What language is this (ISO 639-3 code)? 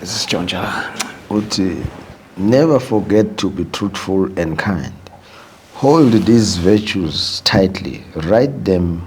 zul